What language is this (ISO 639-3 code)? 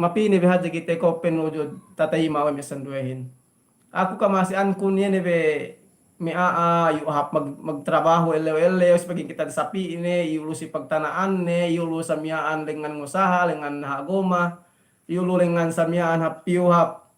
yka